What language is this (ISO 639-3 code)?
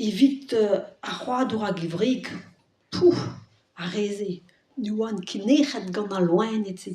bre